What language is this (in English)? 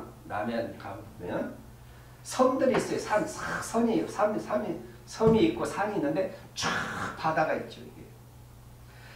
Korean